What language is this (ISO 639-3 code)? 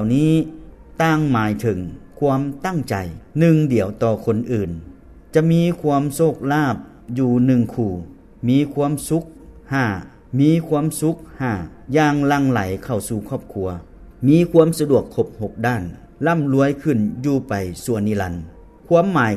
lao